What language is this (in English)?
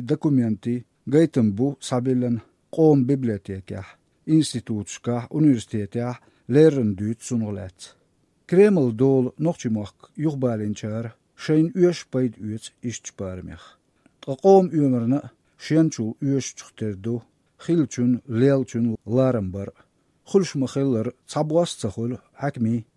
Chechen